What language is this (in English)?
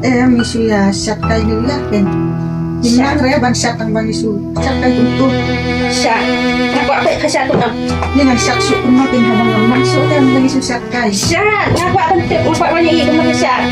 Khasi